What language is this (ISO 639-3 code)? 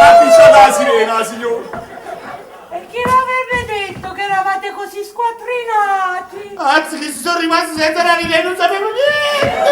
nap